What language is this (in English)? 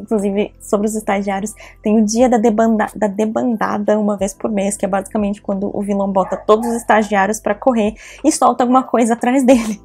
Portuguese